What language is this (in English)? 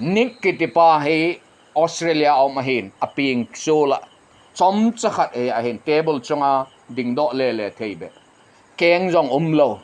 Thado Chin